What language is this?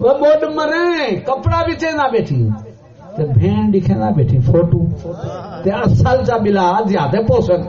Saraiki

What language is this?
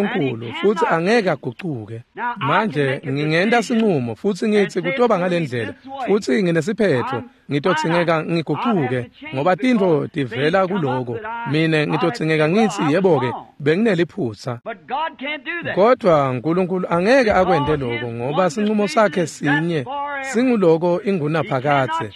Swati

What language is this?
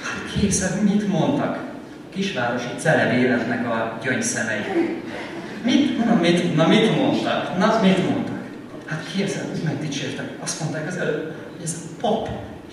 Hungarian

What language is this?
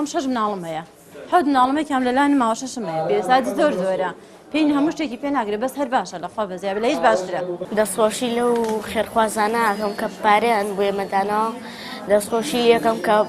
Central Kurdish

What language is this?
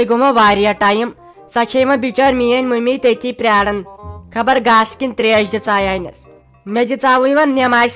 Kashmiri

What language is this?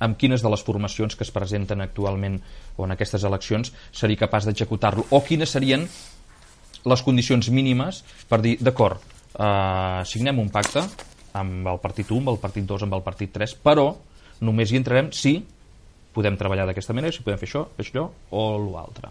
Catalan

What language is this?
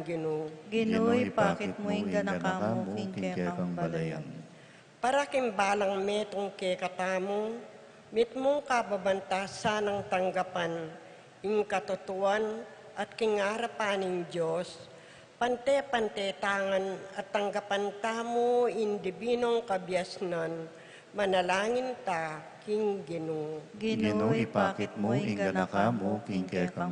Pampanga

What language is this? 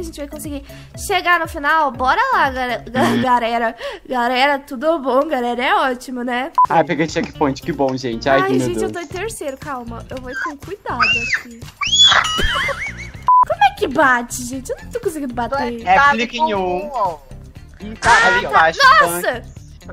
Portuguese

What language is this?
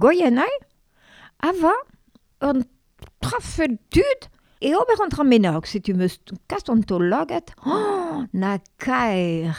Breton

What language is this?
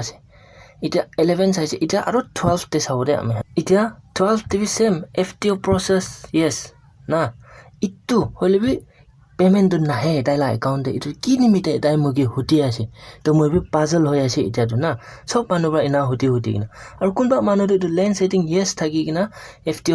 Naga Pidgin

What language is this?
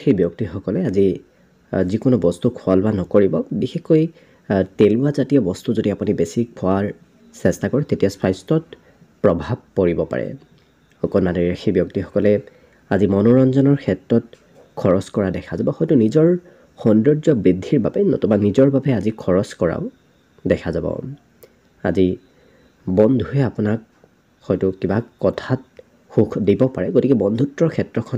Assamese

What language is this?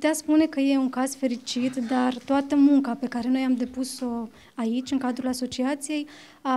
Romanian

